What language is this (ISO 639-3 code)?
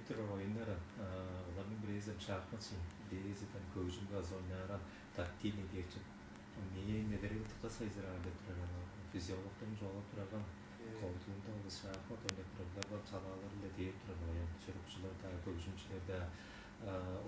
tyv